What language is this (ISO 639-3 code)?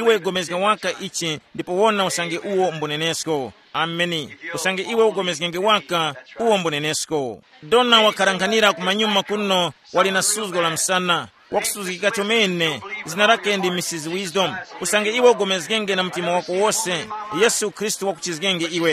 tum